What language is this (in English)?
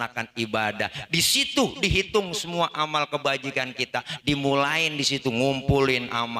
Betawi